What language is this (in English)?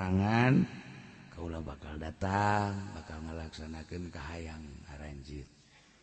Sundanese